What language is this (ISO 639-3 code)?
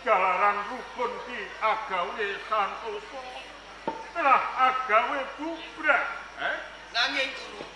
jav